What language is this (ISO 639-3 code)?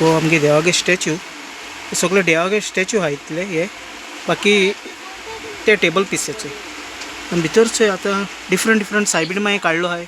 kok